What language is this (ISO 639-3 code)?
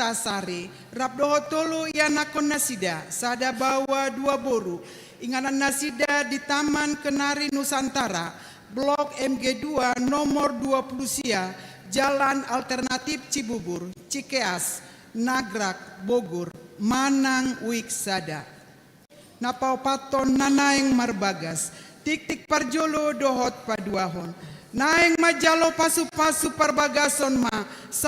bbc